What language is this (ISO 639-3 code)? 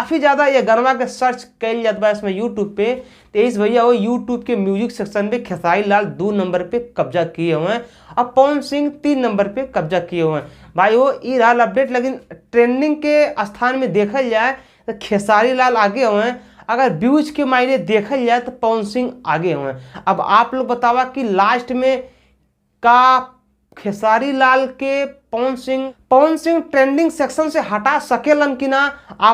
bho